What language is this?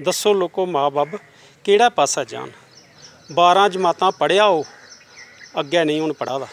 Dogri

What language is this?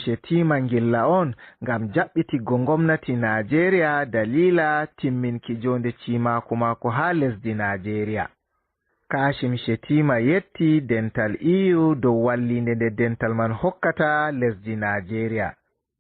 Fula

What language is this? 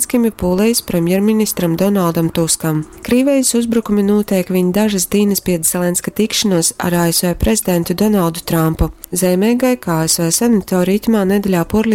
Latgalian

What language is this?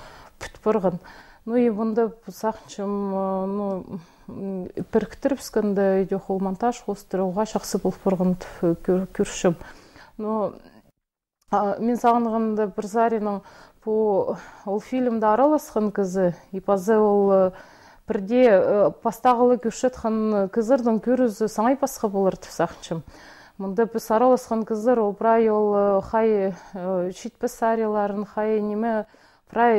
Khakas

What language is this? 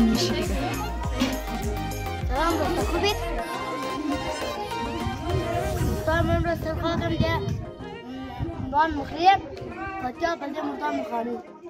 Persian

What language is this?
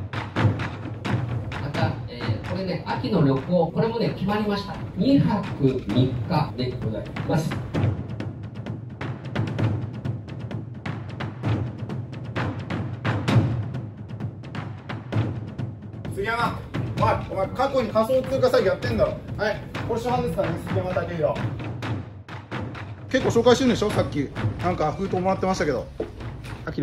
Japanese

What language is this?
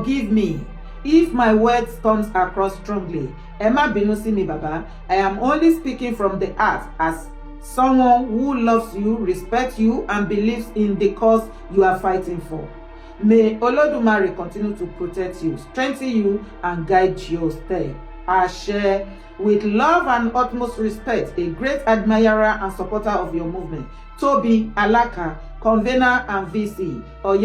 Yoruba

